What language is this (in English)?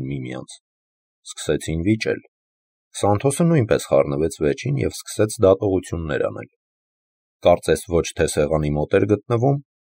Armenian